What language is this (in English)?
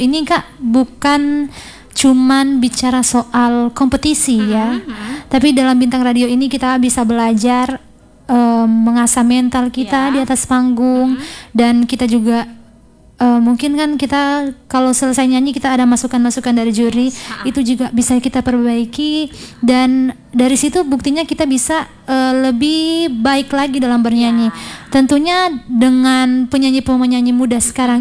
Indonesian